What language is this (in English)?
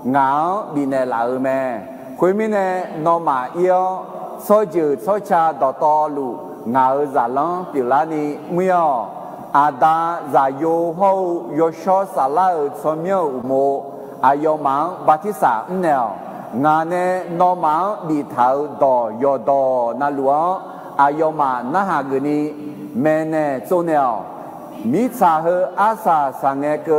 Akha